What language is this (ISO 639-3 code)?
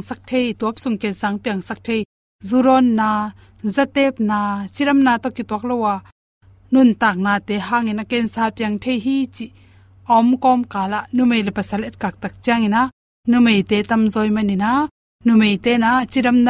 ctd